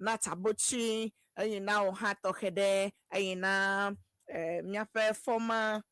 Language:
Ewe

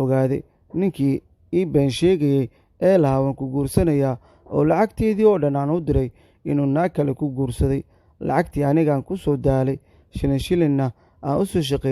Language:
Somali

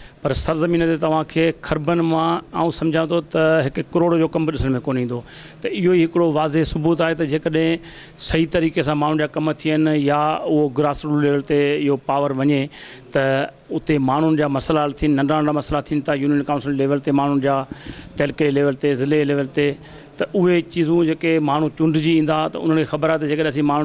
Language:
Sindhi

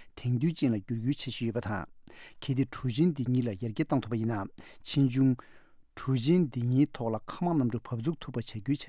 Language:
Tibetan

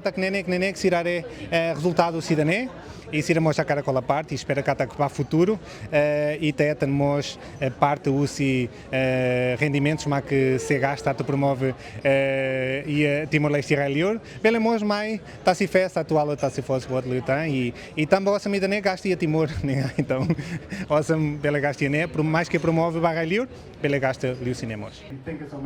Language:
Tetum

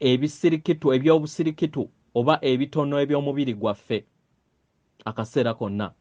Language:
Ganda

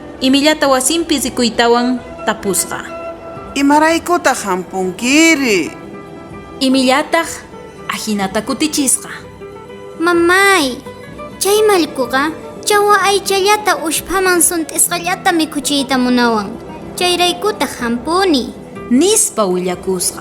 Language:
South Bolivian Quechua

